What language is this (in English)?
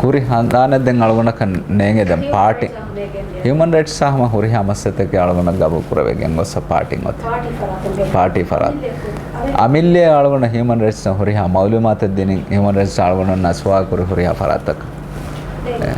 Divehi